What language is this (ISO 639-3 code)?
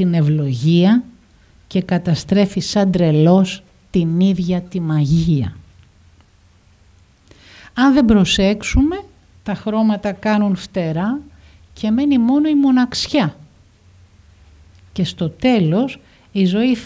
ell